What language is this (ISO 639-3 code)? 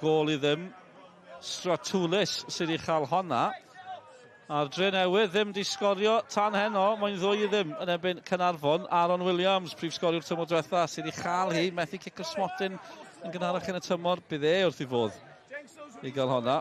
cym